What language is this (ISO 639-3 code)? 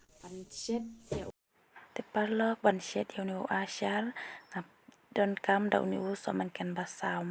kha